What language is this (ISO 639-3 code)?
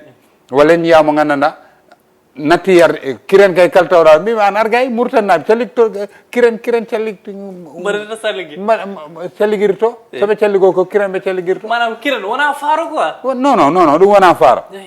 ful